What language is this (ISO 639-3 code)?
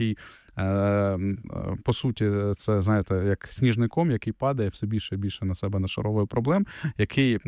ukr